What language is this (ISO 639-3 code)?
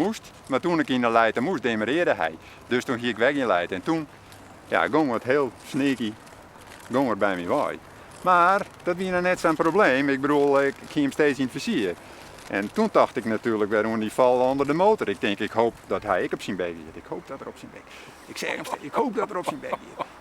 fry